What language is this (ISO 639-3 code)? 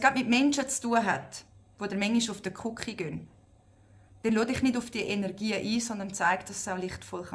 gsw